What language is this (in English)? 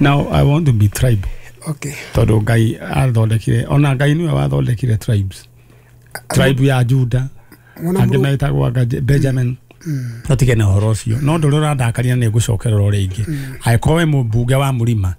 Kikuyu